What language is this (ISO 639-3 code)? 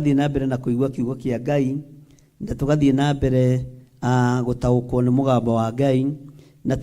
kik